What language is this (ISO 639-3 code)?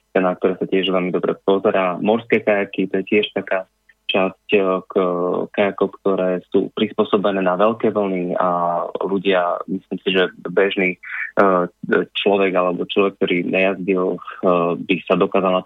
slk